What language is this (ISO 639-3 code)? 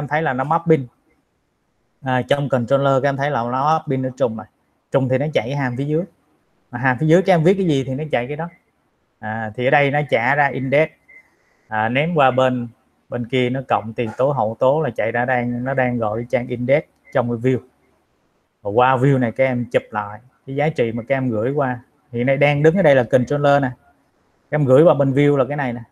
vie